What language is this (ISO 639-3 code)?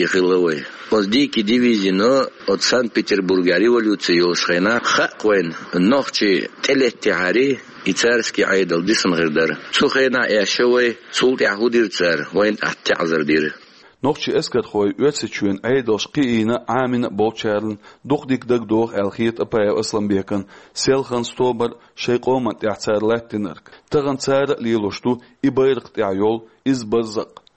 che